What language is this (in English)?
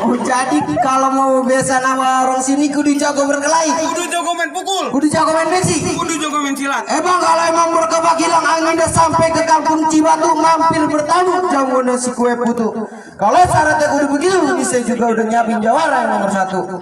Betawi